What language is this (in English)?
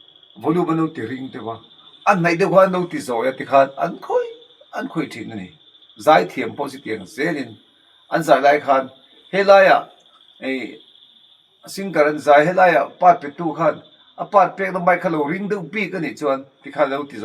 Mizo